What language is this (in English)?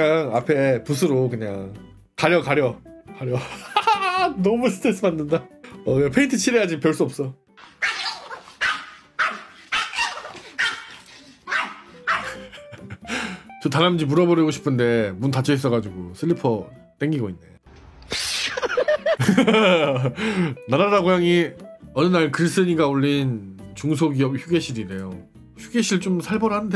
Korean